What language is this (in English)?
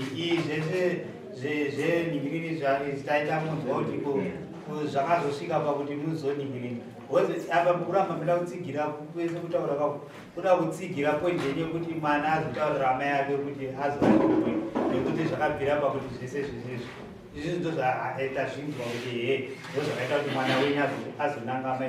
Shona